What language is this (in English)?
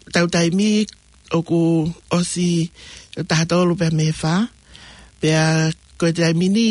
Tongan